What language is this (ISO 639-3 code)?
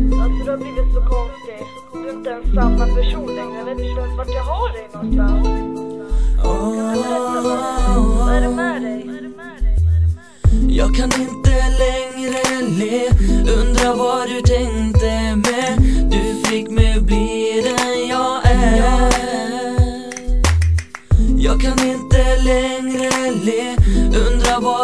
swe